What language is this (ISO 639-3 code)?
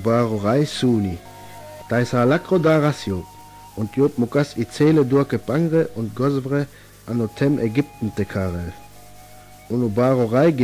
rmo